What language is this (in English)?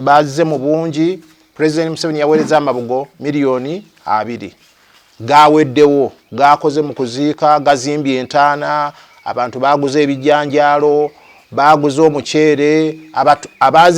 Ganda